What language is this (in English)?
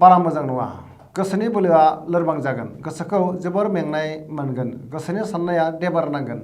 Bodo